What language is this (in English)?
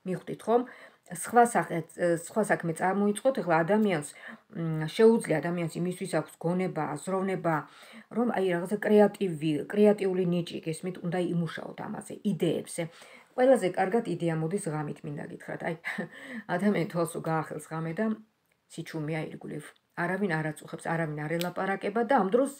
Georgian